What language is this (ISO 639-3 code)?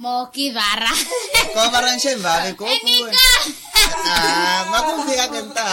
vmw